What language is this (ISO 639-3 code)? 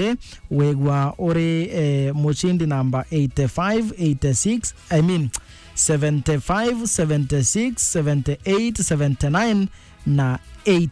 mer